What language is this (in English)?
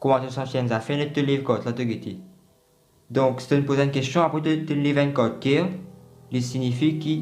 Morisyen